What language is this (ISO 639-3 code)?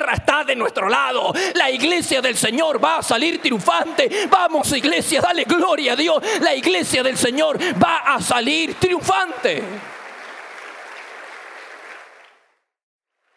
spa